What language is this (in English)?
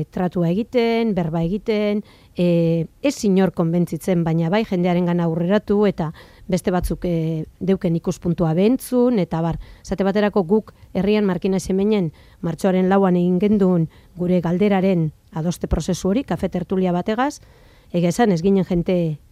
Basque